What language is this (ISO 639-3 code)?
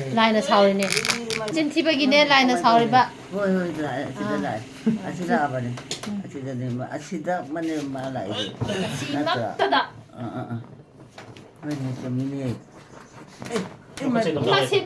mni